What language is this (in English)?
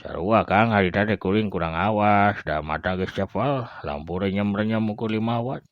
Sundanese